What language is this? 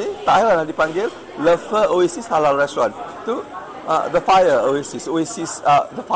Malay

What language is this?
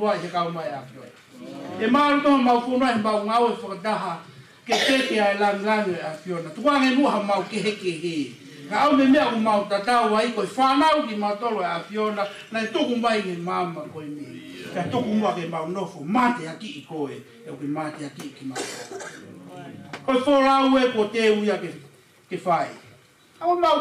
Tongan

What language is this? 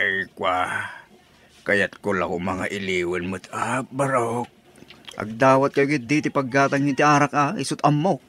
Iloko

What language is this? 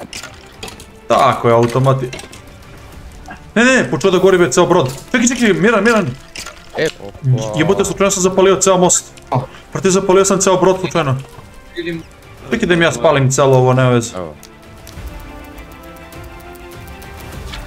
Serbian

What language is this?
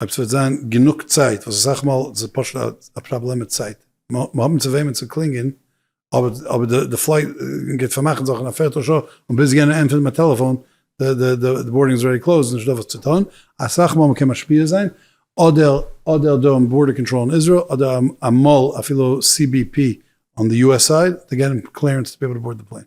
Yiddish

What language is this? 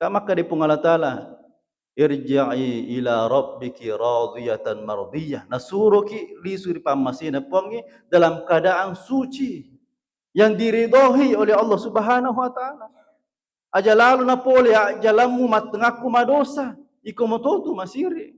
Buginese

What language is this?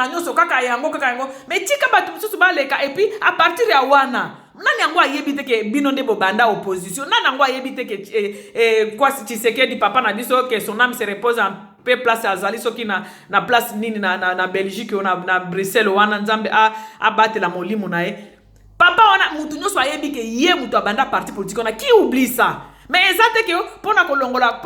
Lingala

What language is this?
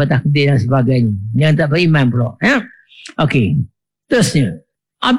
Malay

